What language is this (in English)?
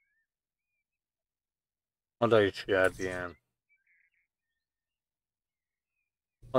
Hungarian